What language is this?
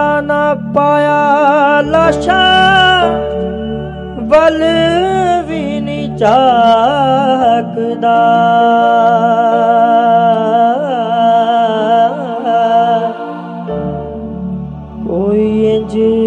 Punjabi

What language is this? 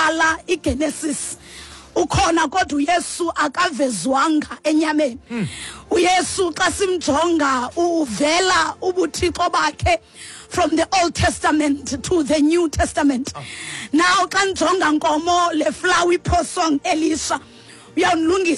Xhosa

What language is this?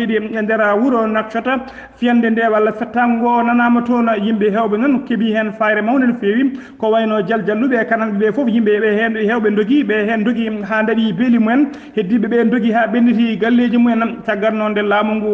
Fula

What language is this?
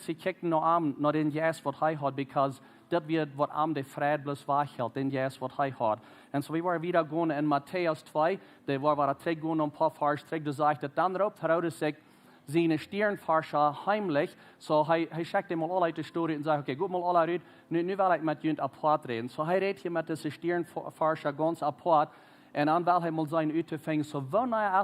Plautdietsch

